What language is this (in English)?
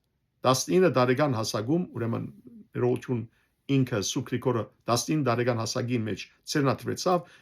Western Armenian